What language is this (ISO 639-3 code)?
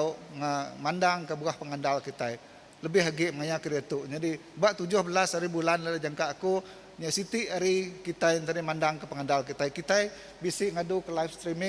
iba